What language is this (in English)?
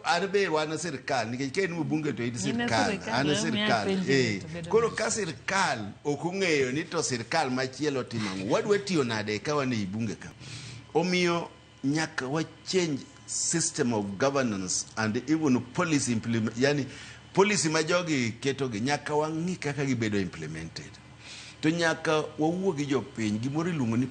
Luo (Kenya and Tanzania)